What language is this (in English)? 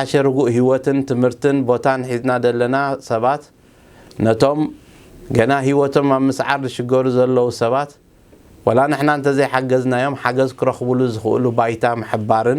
Tigrinya